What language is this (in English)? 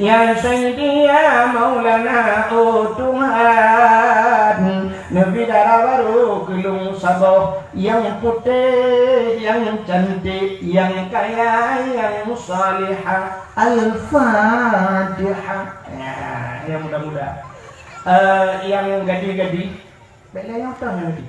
Achinese